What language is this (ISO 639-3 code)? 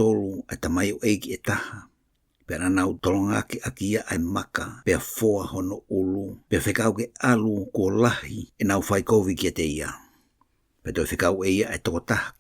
ton